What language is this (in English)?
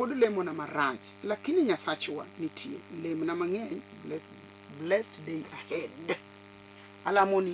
Luo (Kenya and Tanzania)